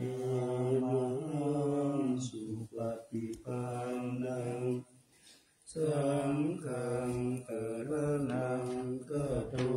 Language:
Pali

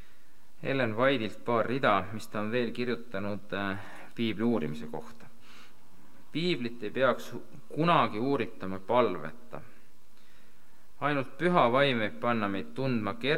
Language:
Estonian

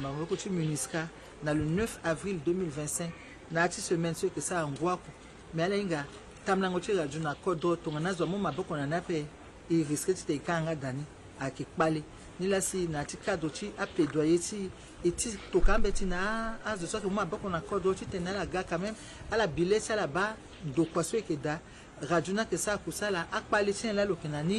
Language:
Sango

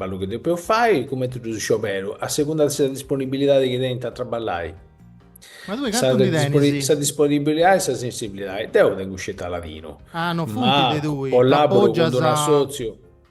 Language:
Sardinian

